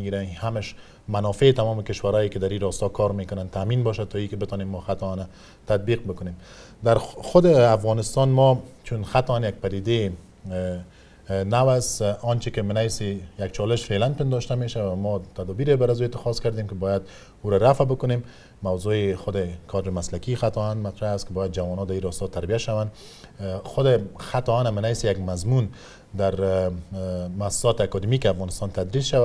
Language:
Persian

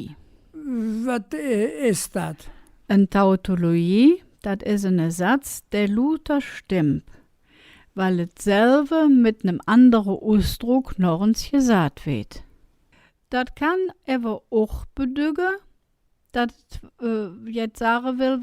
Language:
Colognian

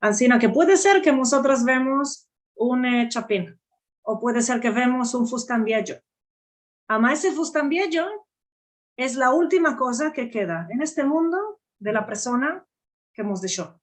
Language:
Ladino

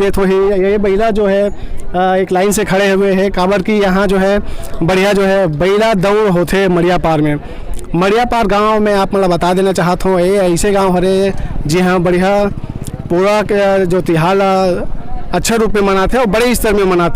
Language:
Chhattisgarhi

